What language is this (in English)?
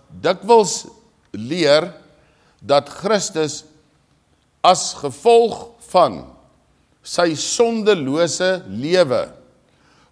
Afrikaans